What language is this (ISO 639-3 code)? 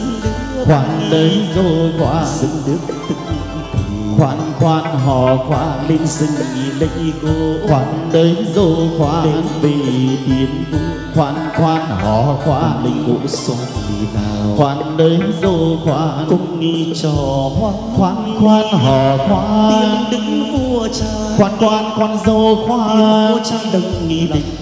vie